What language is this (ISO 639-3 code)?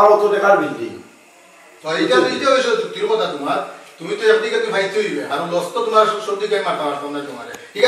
syl